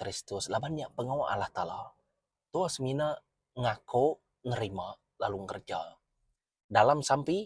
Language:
Iban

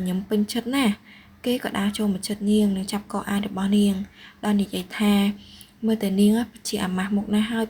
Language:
Khmer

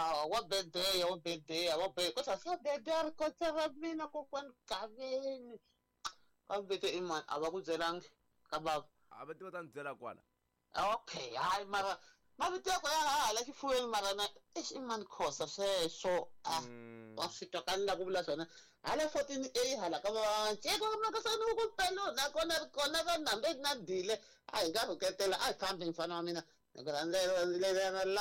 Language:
Tsonga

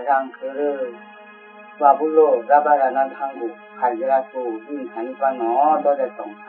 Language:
Kok Borok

